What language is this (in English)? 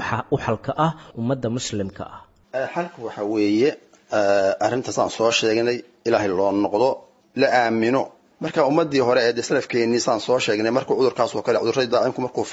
Somali